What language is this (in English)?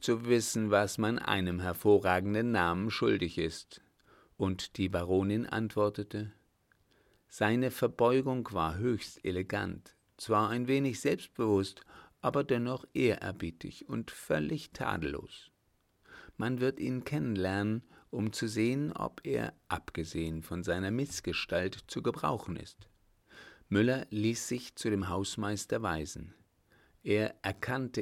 German